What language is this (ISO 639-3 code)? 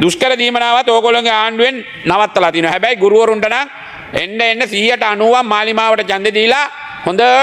sin